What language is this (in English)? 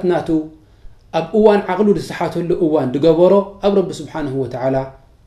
Tigrinya